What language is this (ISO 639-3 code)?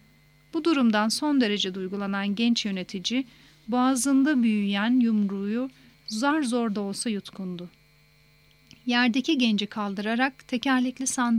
tur